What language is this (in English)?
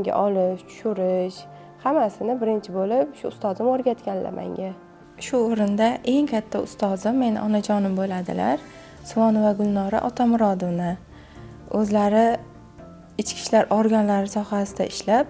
Uzbek